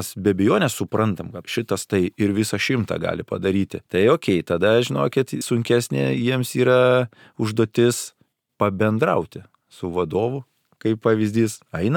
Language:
Lithuanian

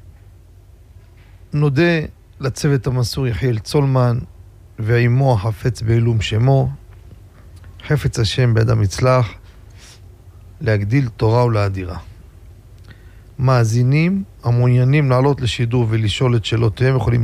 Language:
Hebrew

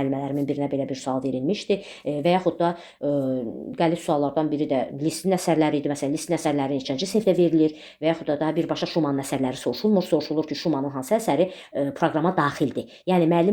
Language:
Azerbaijani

